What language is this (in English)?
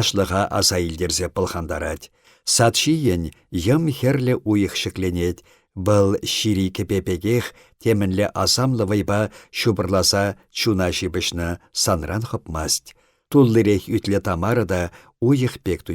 Chuvash